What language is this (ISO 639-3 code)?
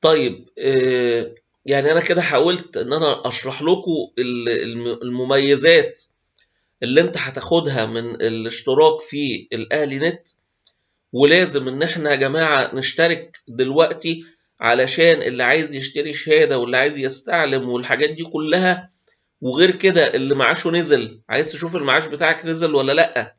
arz